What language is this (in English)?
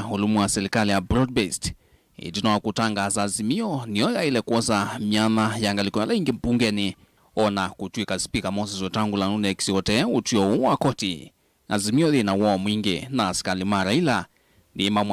Kamba